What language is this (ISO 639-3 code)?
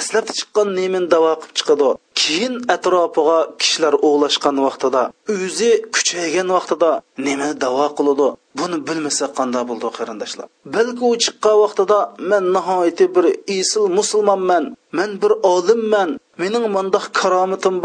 uig